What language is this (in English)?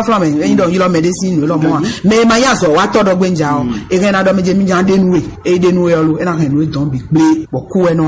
Fon